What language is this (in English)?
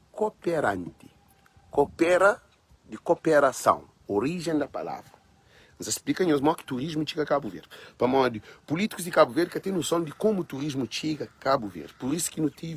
Kabuverdianu